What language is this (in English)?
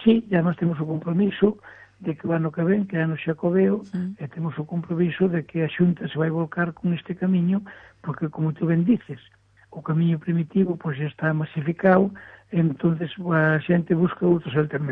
Galician